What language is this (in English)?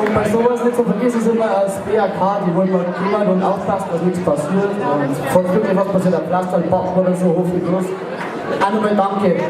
Bavarian